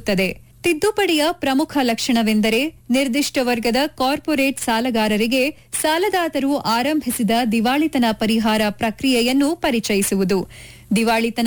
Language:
Kannada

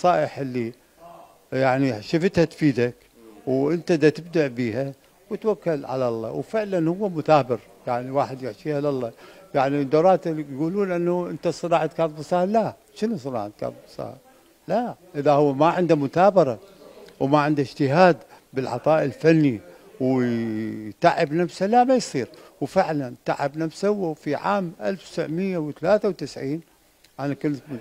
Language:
Mesopotamian Arabic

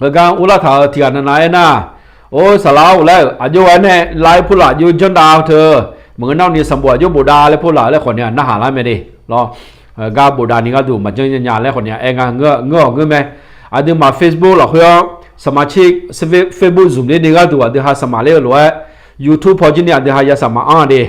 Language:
Akha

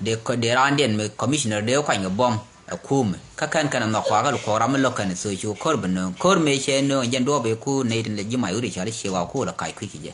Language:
Nuer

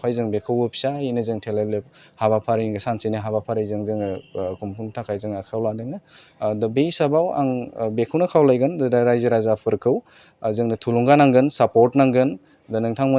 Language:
Bodo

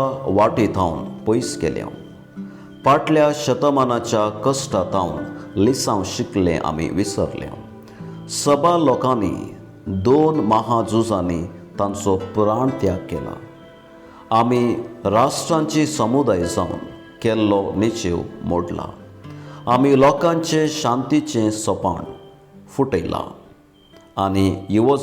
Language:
Konkani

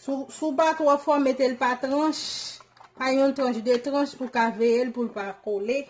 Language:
Haitian Creole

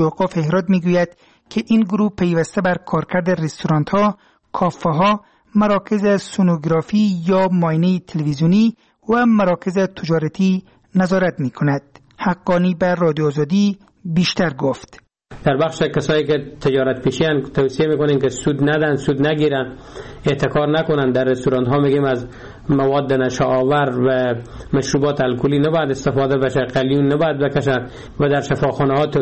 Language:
Persian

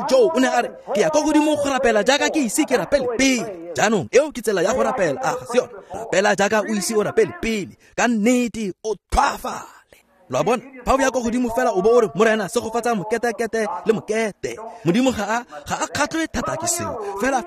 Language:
Tswana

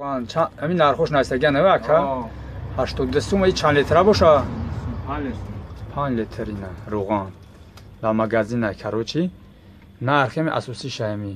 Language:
Tajik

